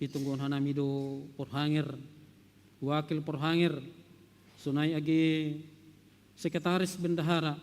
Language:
Batak Simalungun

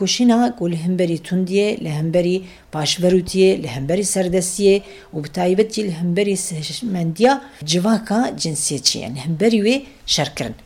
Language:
Kurdish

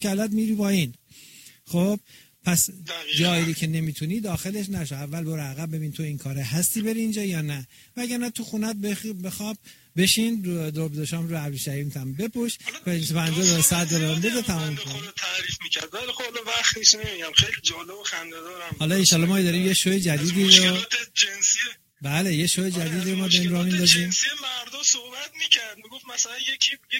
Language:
Persian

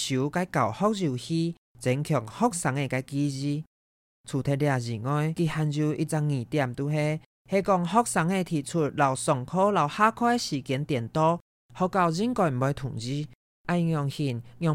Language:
Hakka Chinese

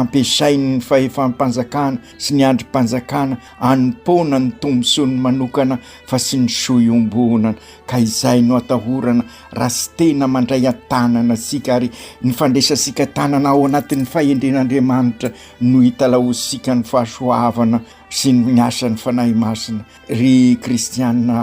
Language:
Malagasy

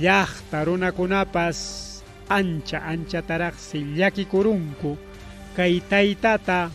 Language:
Ayacucho Quechua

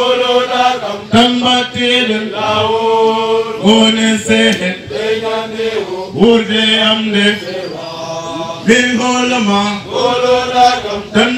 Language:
Fula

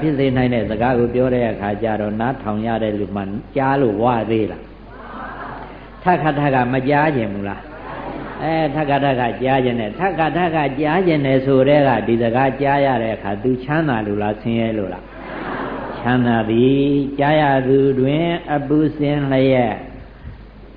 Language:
Burmese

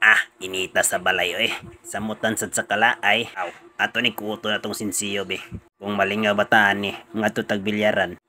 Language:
Cebuano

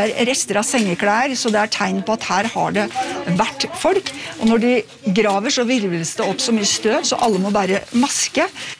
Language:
Norwegian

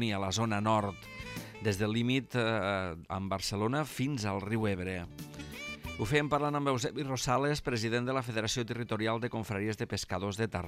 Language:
Catalan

